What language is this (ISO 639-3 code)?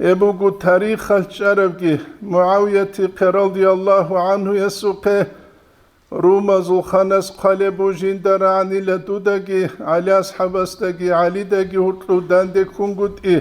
ava